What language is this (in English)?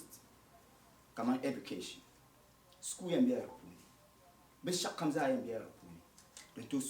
Dagbani